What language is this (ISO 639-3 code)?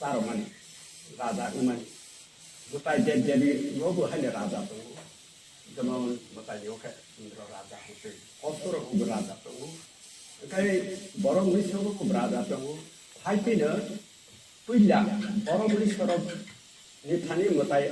trp